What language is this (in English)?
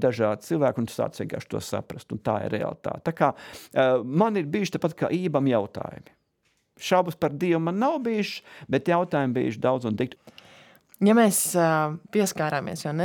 Latvian